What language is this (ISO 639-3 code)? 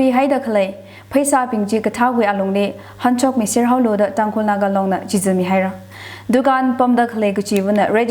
nmf